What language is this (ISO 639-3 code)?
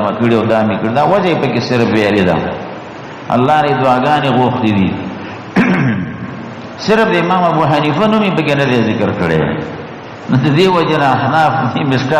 pus